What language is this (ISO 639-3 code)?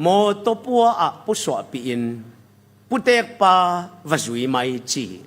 ctd